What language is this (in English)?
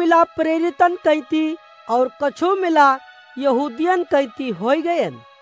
Awadhi